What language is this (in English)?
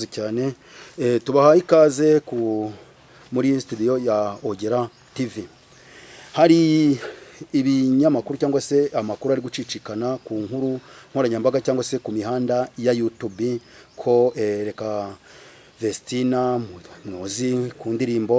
Kinyarwanda